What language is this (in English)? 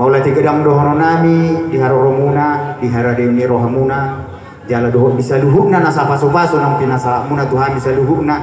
Batak Toba